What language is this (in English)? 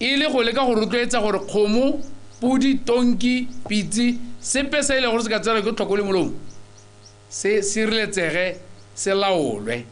Tswana